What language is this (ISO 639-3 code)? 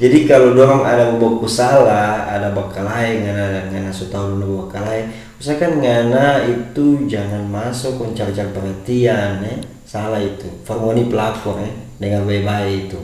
xmm